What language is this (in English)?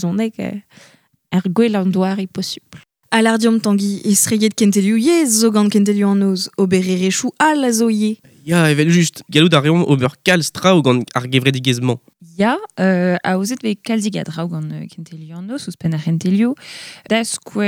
Breton